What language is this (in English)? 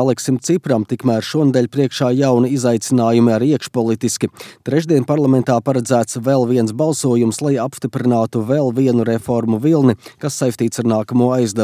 Latvian